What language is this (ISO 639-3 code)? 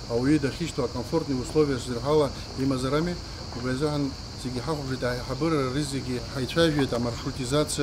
abk